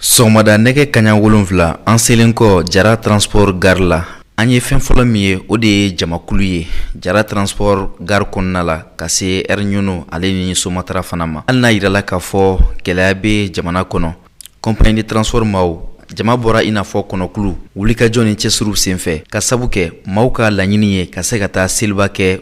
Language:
Bambara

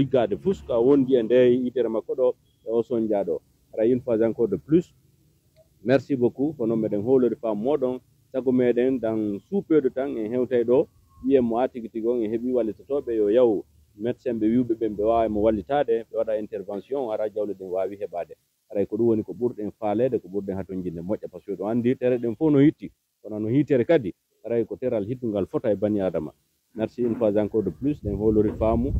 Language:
Fula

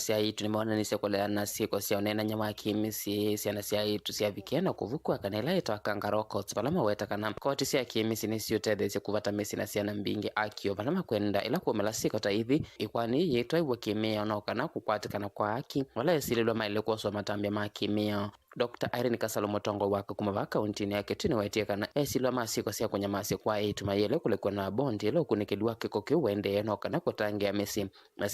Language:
Kamba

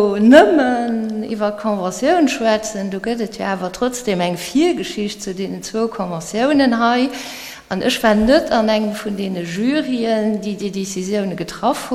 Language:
Luxembourgish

